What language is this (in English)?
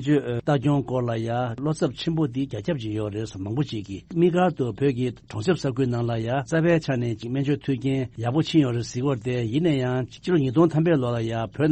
Tibetan